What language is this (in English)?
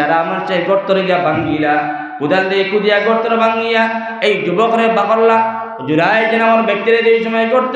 Sylheti